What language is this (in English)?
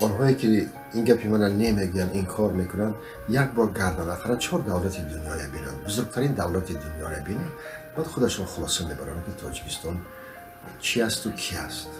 Tajik